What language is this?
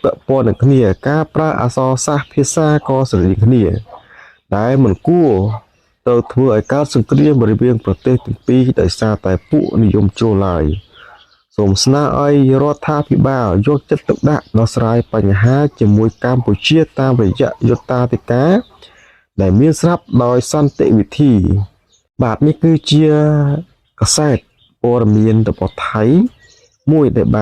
Khmer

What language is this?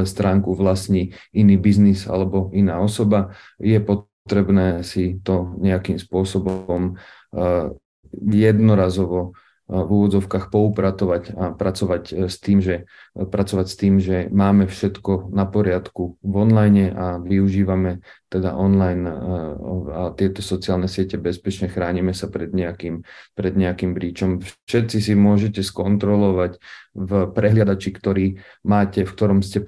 Slovak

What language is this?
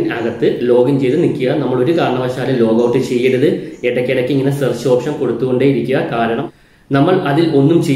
Malayalam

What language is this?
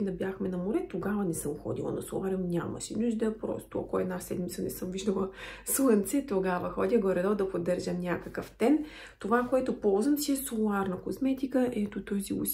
Bulgarian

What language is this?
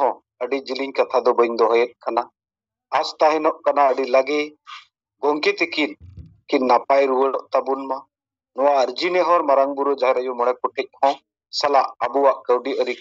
Santali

